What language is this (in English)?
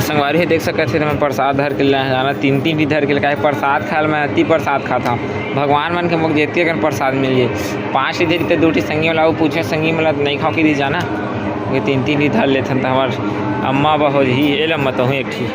Chhattisgarhi